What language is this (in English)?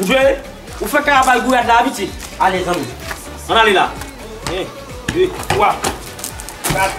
Haitian Creole